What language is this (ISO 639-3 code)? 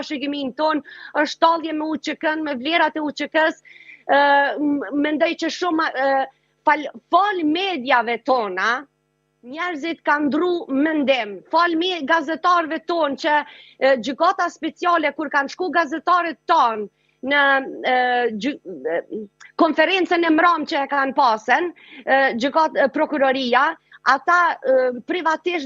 sqi